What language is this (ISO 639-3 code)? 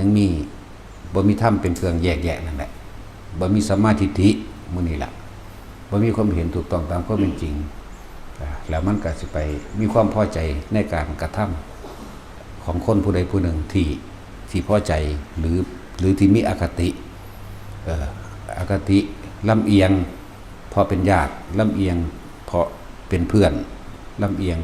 tts